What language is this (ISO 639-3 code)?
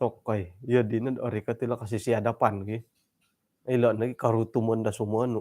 dtp